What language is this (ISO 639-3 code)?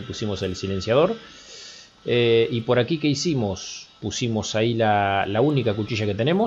spa